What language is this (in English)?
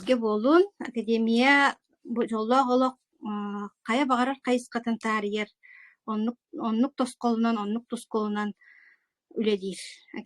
Yakut